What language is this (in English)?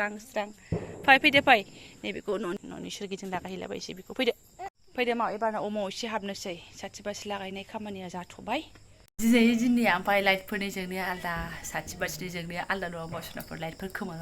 Bodo